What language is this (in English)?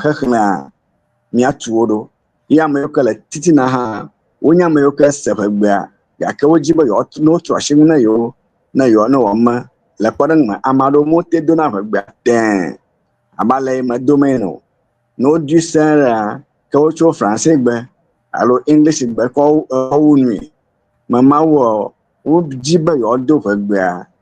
Ewe